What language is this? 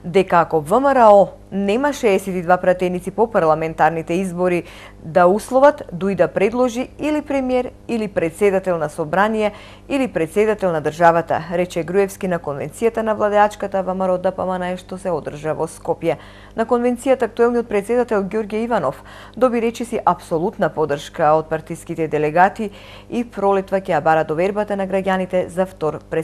Macedonian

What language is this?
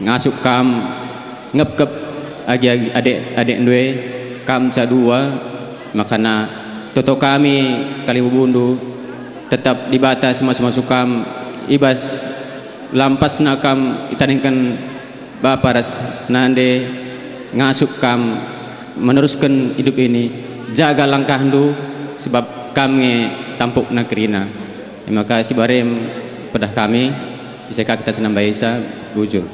Batak Karo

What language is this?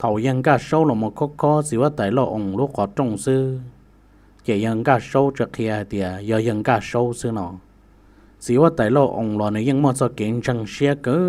Hmong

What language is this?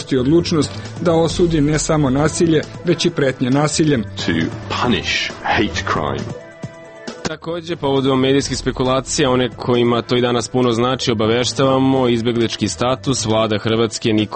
Serbian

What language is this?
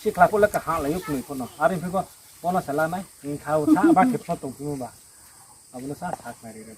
Riang (India)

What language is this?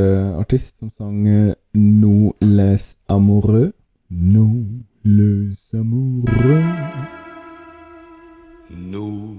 Norwegian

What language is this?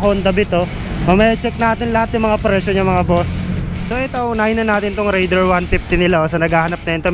Filipino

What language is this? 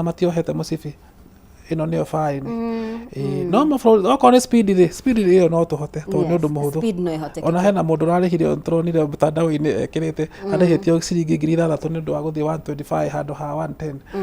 Kikuyu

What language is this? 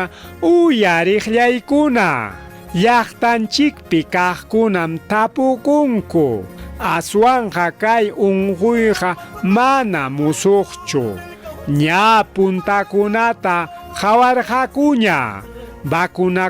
Ayacucho Quechua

